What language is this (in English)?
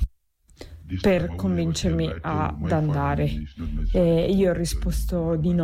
Italian